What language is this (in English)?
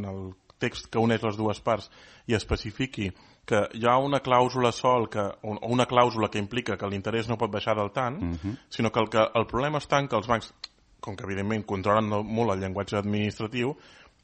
Catalan